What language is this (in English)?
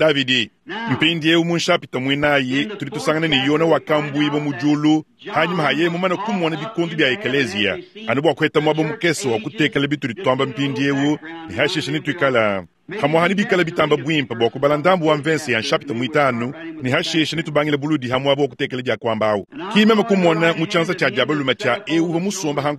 Luba-Lulua